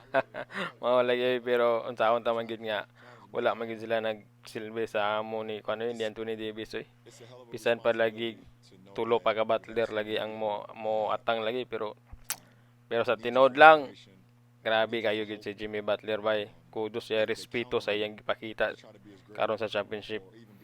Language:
Cebuano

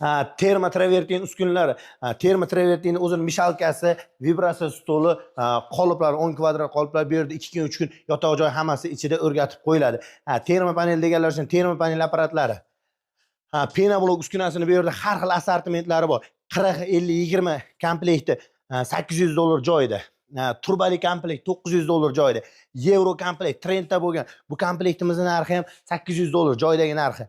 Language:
Uzbek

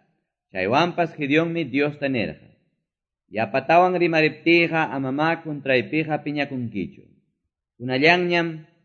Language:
Quechua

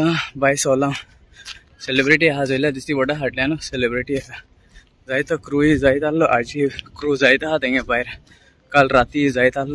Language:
Konkani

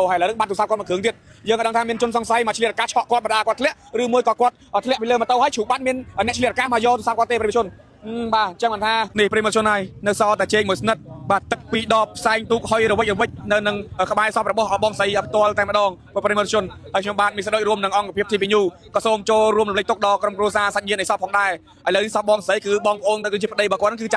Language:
Khmer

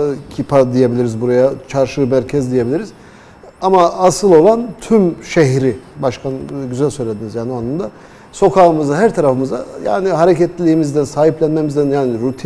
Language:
Turkish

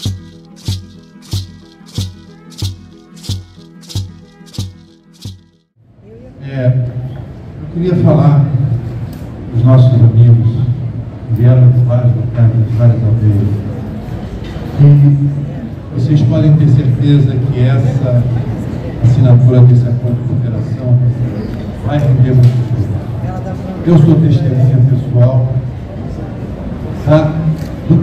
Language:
Portuguese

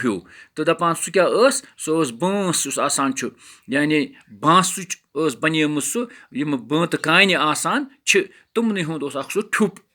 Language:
Kashmiri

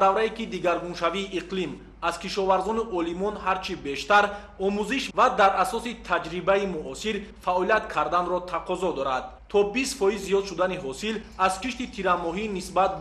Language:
Tajik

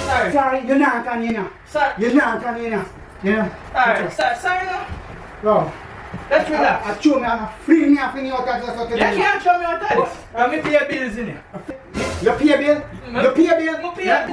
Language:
Jamaican Creole English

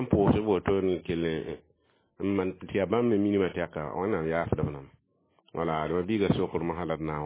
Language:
Mossi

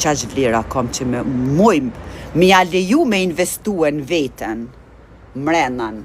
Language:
Albanian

